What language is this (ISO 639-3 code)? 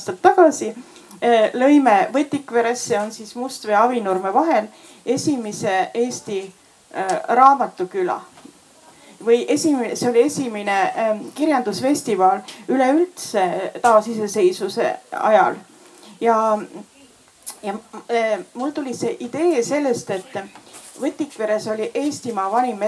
est